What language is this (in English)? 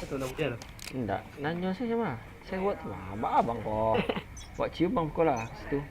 Minangkabau